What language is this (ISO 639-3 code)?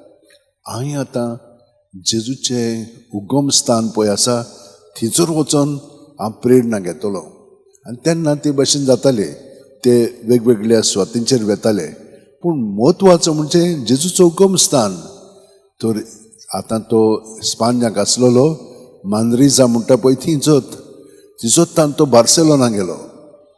kok